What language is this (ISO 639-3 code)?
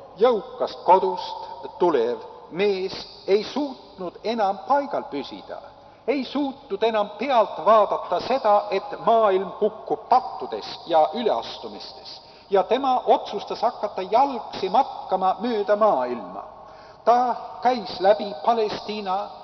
est